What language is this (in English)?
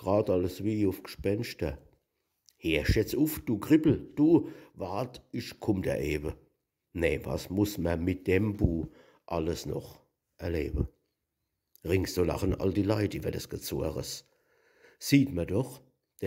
Palatine German